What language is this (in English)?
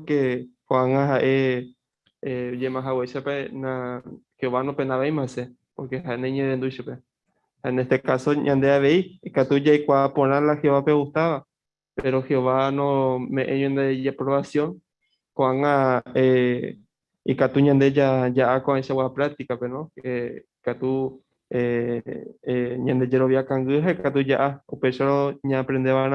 Guarani